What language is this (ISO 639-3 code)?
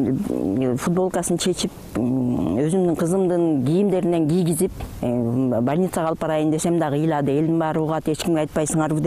kir